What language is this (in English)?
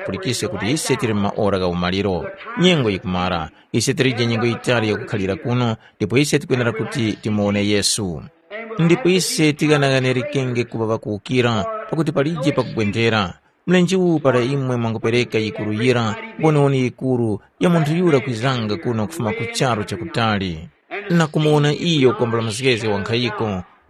Tumbuka